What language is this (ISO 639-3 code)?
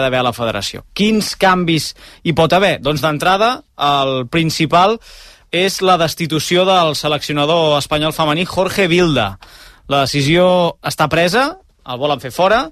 cat